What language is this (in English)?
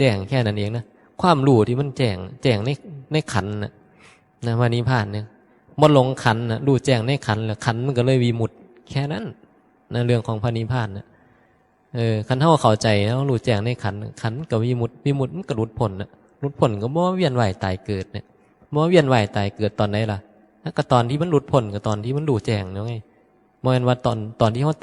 Northeastern Thai